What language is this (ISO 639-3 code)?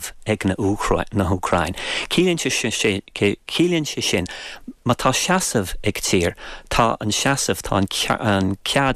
gle